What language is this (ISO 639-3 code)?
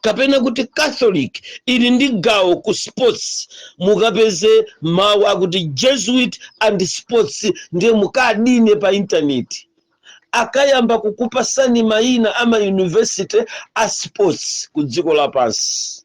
nya